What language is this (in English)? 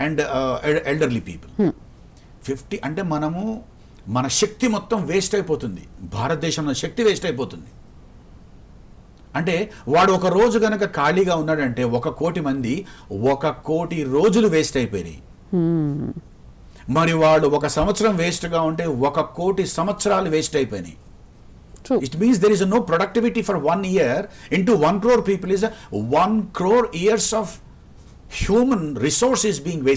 Telugu